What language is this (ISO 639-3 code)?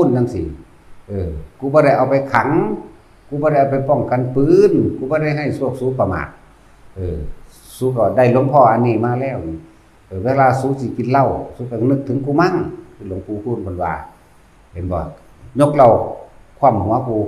tts